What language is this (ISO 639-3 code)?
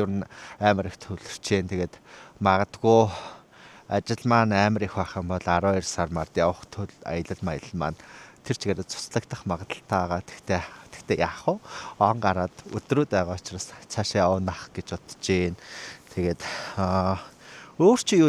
mon